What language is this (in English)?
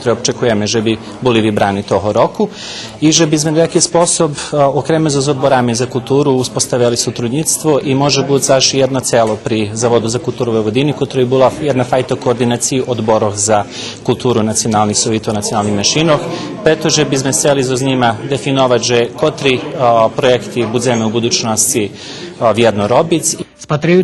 Rusyn